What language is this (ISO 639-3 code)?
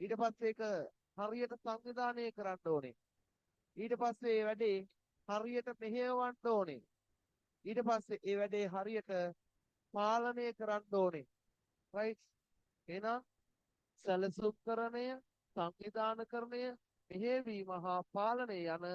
sin